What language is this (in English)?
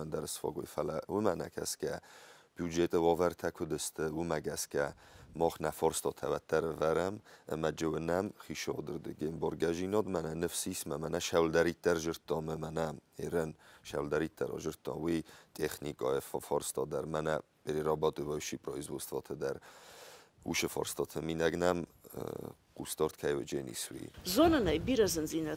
Ossetic